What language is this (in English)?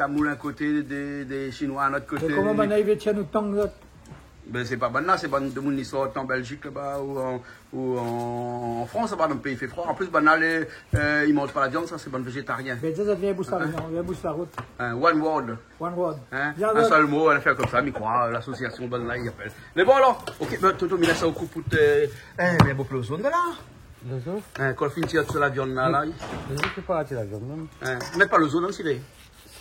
Réunion Creole French